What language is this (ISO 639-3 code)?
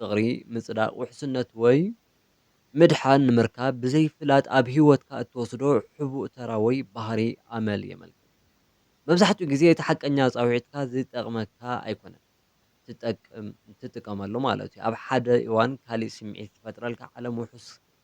tir